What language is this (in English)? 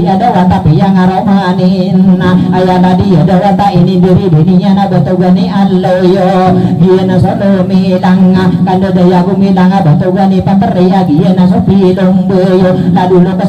Maranao